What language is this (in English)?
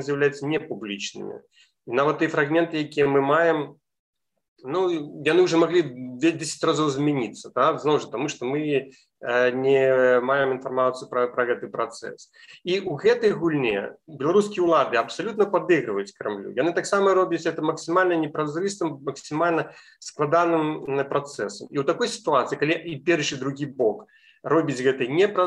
Belarusian